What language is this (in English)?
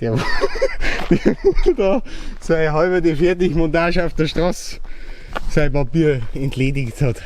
Bavarian